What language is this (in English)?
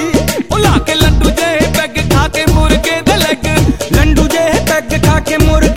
Punjabi